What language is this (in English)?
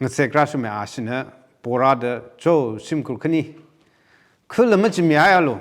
Tangkhul Naga (India)